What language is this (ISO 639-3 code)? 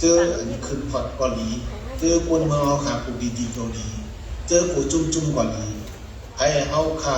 shn